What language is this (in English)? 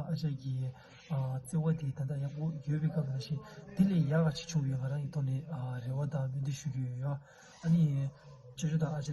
Tibetan